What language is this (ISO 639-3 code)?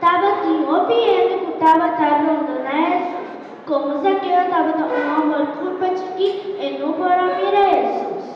pap